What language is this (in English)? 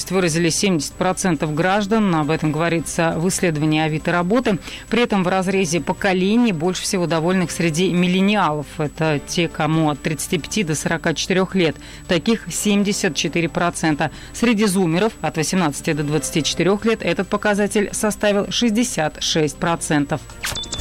Russian